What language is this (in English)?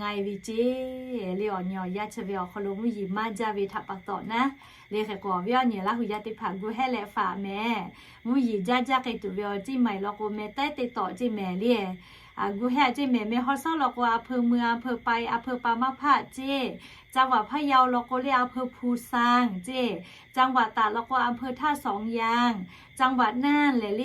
Lahu